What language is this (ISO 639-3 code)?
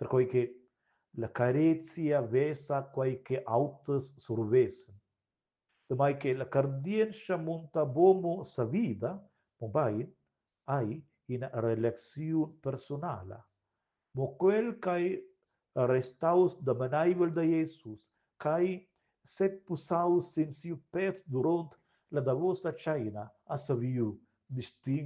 roh